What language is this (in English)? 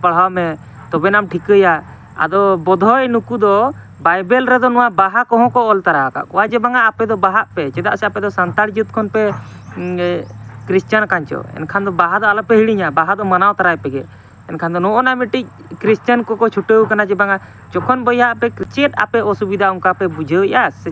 Santali